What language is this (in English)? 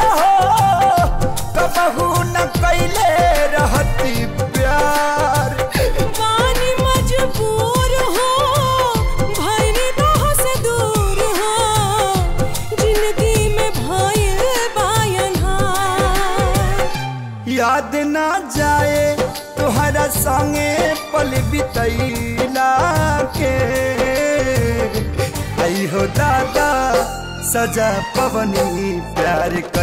Bhojpuri